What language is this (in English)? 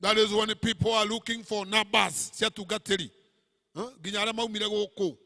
Kikuyu